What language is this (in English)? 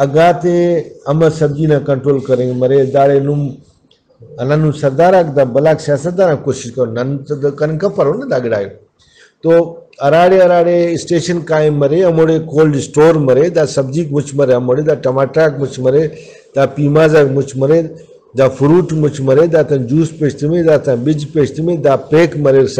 Brahui